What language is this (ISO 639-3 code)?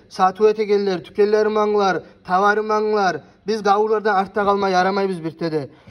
kum